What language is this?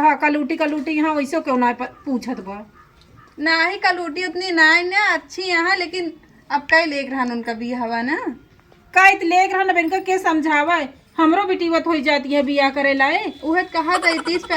Awadhi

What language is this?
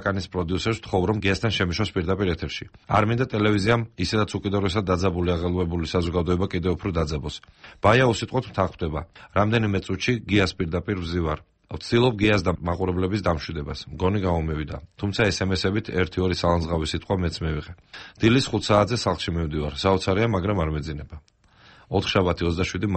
Georgian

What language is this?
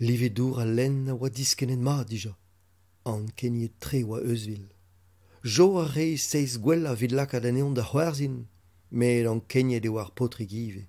Breton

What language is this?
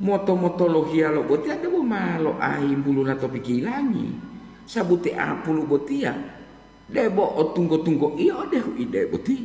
Gorontalo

